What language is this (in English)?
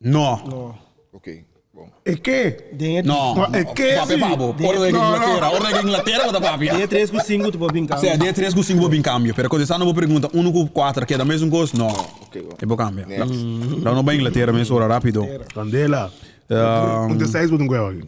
Papiamento